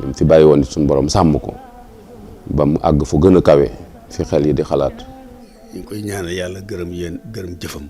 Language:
Wolof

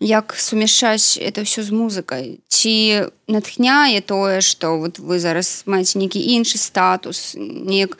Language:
Belarusian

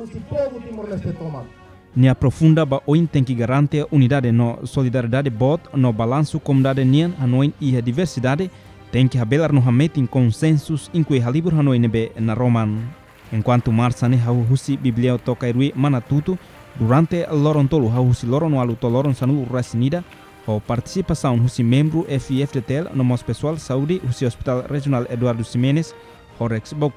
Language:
Tetum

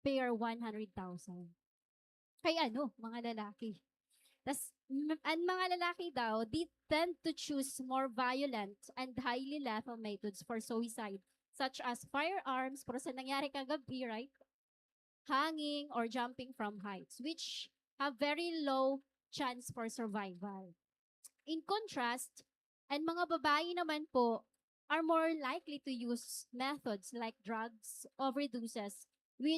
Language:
Waray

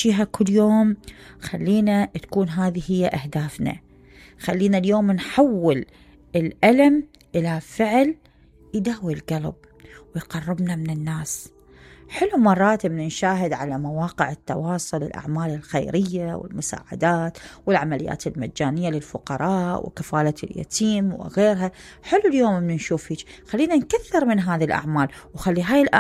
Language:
Mesopotamian Arabic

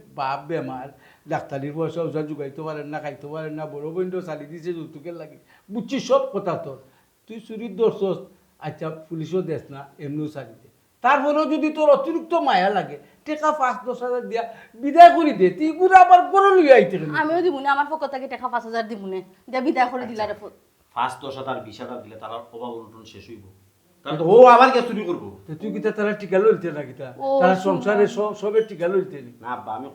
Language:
Sylheti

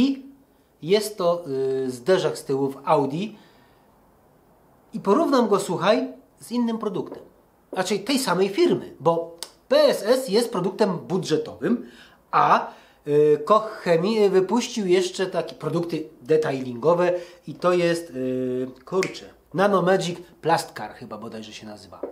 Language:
Polish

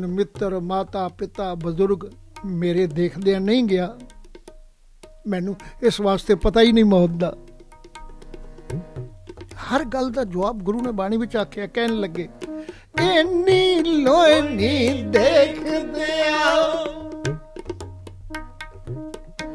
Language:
Punjabi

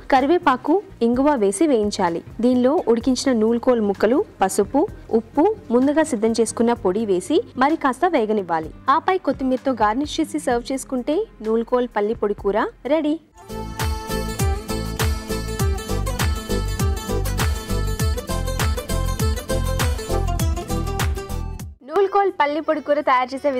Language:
Telugu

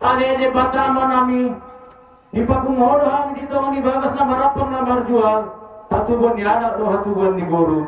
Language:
Batak Toba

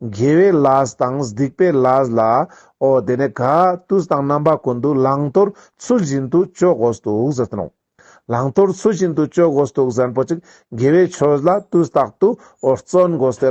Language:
Ladakhi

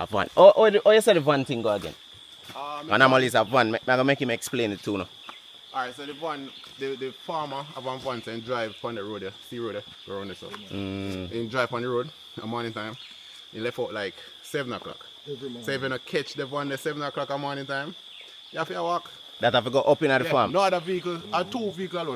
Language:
Jamaican Creole English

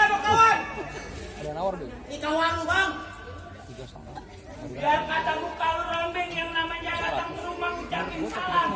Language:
Betawi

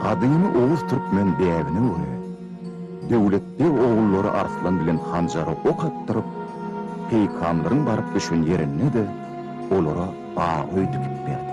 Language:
Turkmen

